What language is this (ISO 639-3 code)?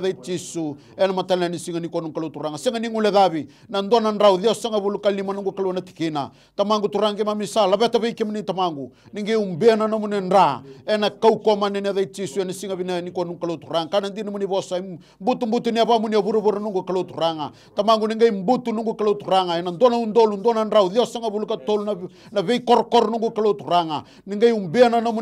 fij